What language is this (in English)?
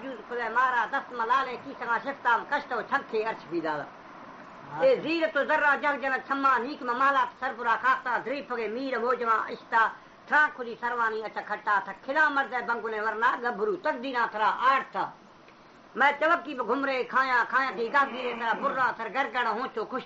Baluchi